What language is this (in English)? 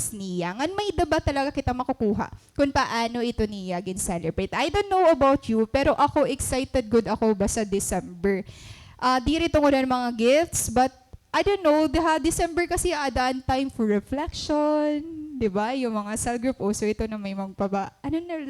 Waray